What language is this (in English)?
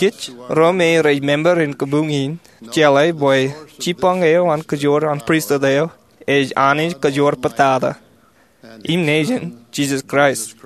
Marshallese